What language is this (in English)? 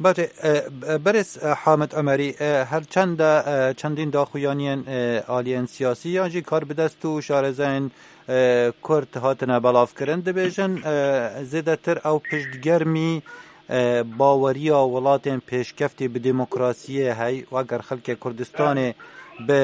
Kurdish